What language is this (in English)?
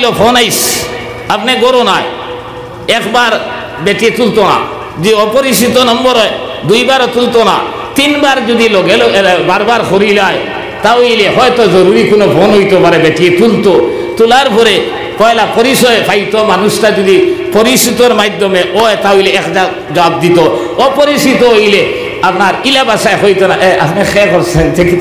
Sylheti